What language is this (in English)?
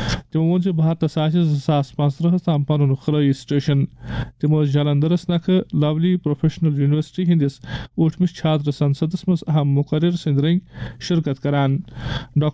Kashmiri